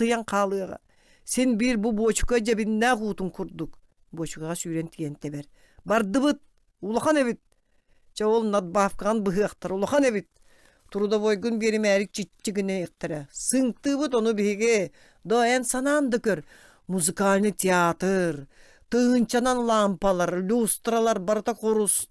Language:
Yakut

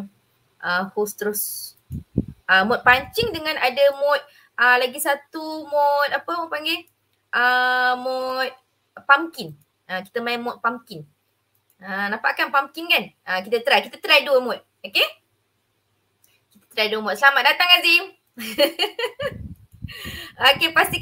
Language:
Malay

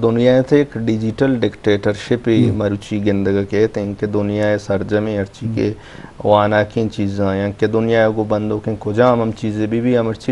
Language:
Eastern Balochi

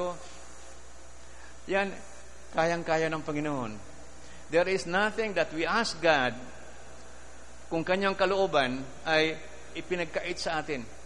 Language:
Filipino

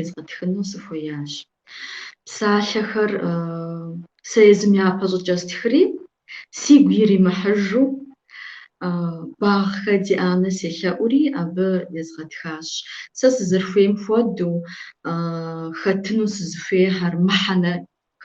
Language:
Kabardian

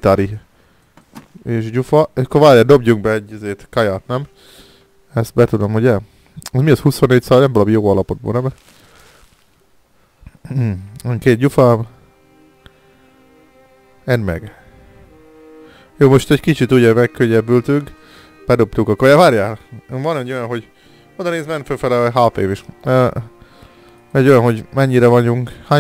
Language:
Hungarian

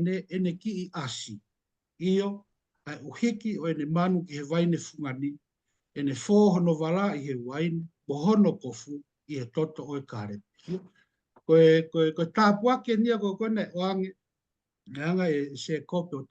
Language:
Tongan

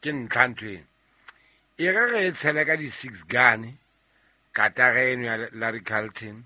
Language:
Southern Sotho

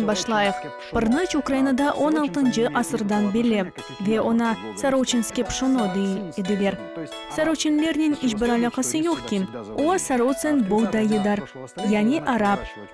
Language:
Crimean Tatar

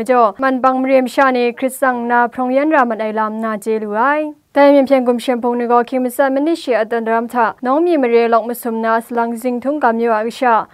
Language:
Kachin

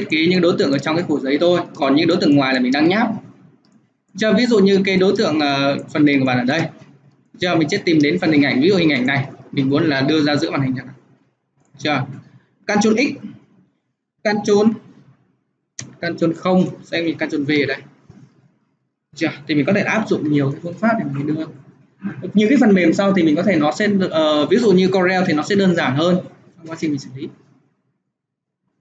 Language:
Vietnamese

